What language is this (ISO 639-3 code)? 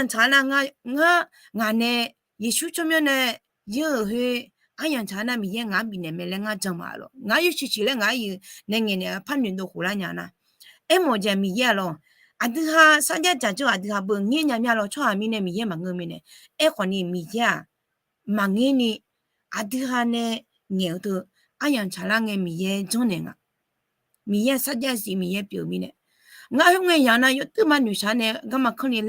ahk